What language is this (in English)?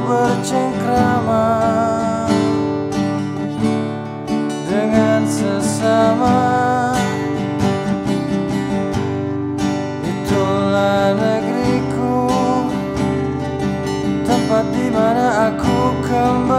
Indonesian